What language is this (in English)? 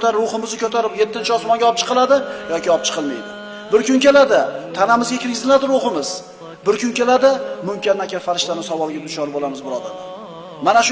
Uzbek